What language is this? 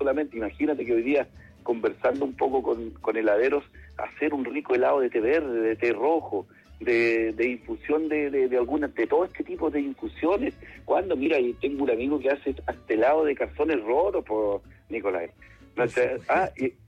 Spanish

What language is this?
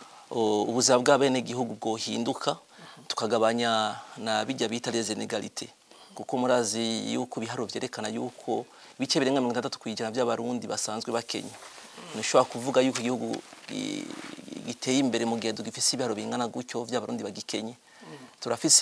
Rundi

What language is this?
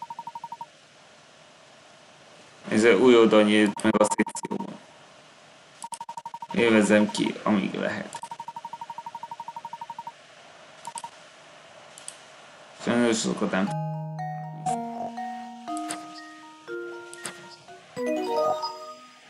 Hungarian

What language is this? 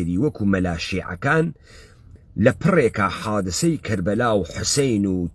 Central Kurdish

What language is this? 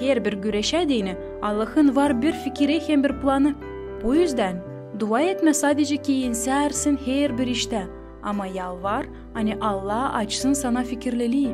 Gagauz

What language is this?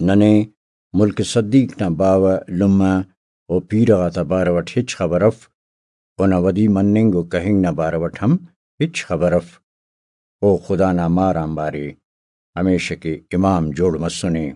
Brahui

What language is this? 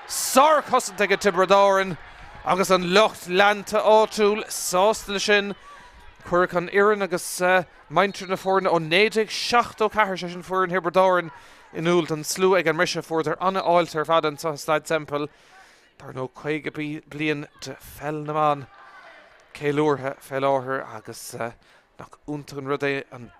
Irish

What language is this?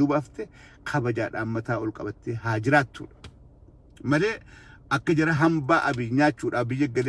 Oromo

